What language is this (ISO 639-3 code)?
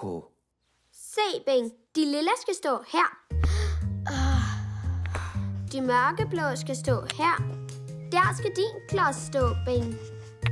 dan